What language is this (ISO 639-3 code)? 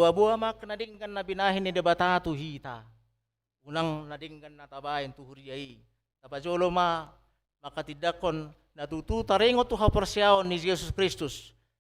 bbc